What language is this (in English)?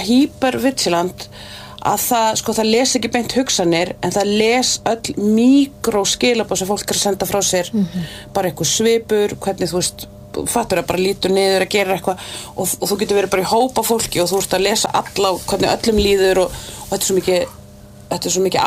Icelandic